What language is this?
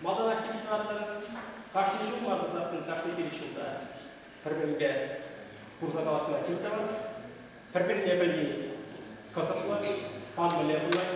Chuvash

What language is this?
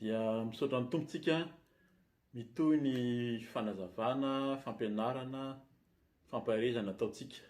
Malagasy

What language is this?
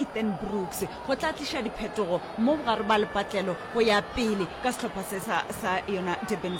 Northern Sotho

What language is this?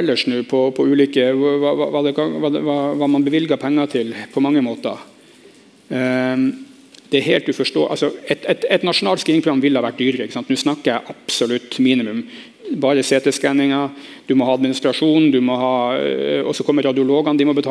Norwegian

